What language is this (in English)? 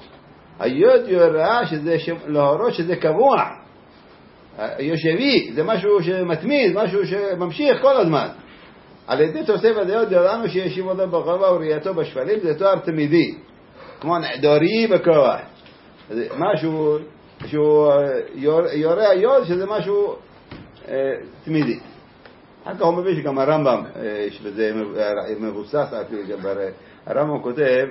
Hebrew